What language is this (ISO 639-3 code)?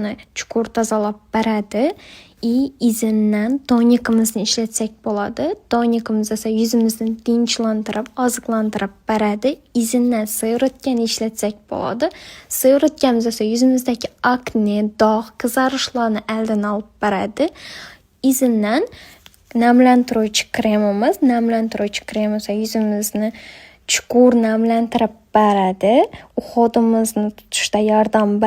uzb